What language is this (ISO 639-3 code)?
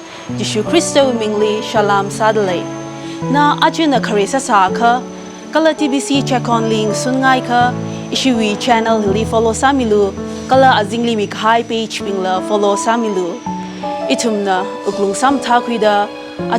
nmf